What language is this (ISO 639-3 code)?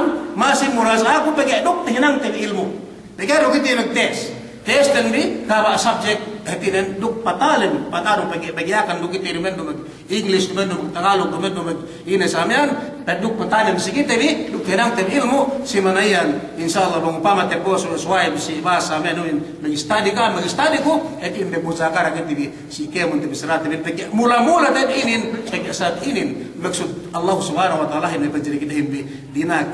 yka